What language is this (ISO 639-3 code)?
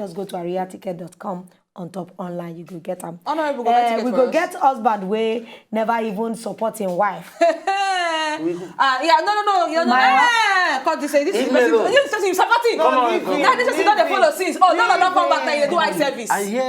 pcm